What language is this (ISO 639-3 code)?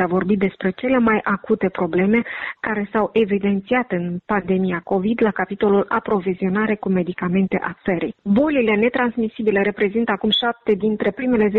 ron